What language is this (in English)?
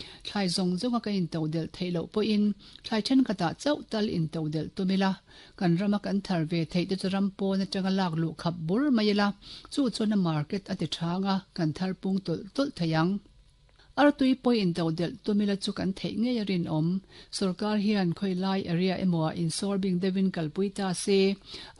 Mizo